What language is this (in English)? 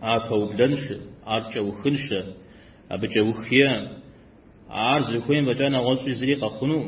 Kabardian